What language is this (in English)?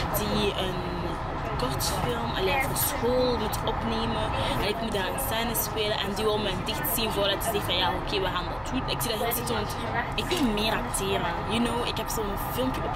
Dutch